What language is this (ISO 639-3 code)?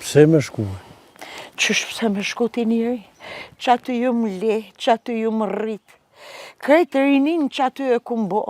sqi